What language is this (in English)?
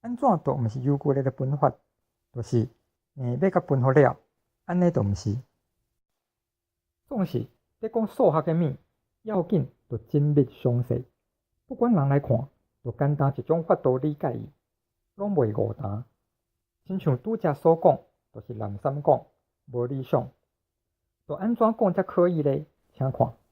Min Nan Chinese